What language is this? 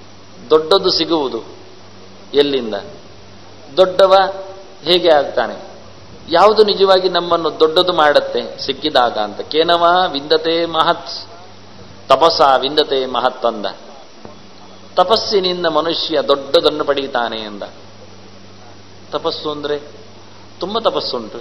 Kannada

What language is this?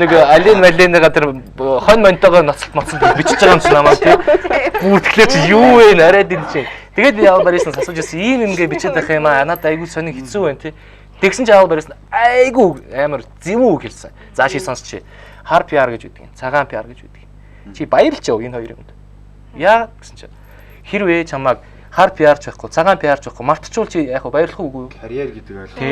Mongolian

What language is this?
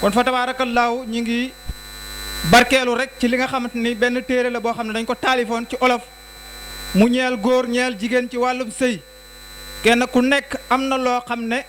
Wolof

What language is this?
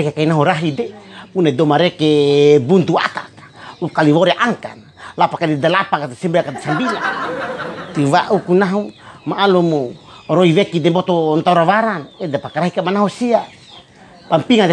Bima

